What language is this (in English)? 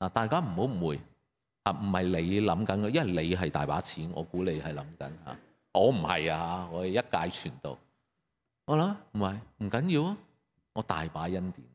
Cantonese